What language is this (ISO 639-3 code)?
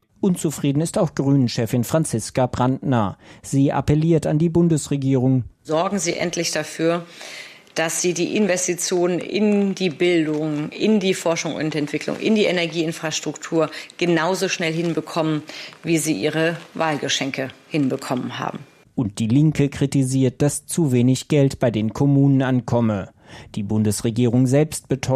deu